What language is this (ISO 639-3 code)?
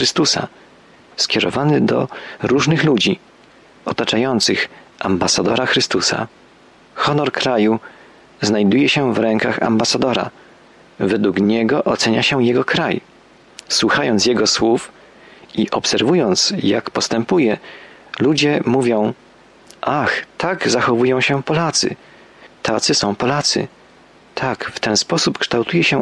pol